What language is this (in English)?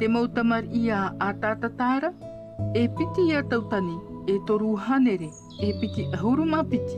Tahitian